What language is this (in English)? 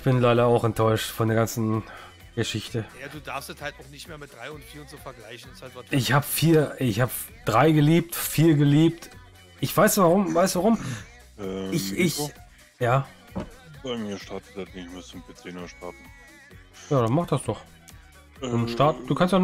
German